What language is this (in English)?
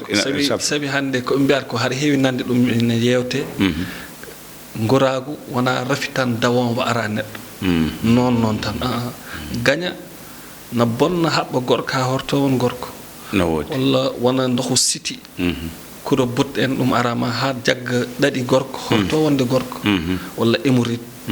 Fula